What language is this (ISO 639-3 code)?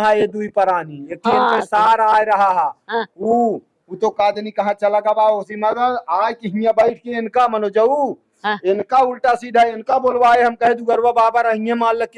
awa